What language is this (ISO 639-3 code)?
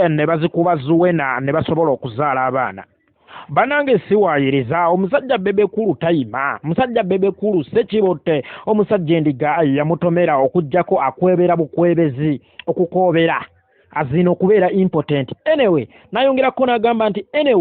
lug